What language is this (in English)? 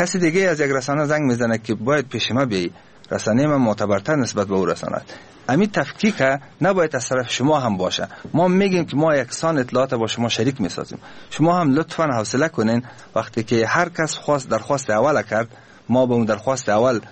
Persian